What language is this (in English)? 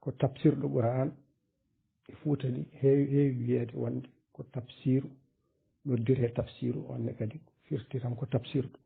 Fula